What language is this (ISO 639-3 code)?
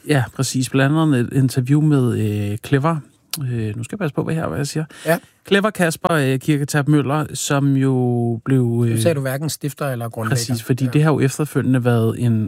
dan